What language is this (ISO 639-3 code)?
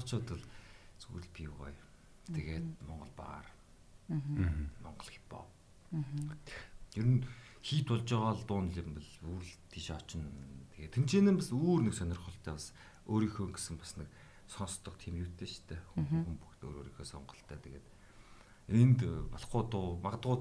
mon